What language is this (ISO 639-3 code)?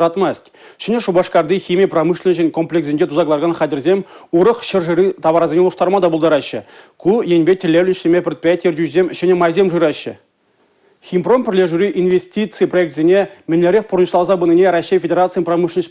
chv